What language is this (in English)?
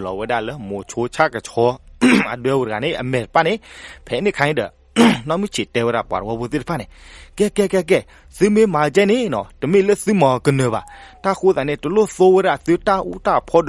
S'gaw Karen